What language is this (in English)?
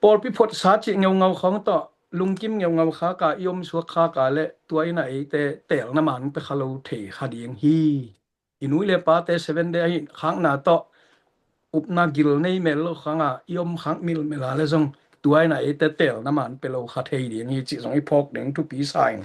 Tedim Chin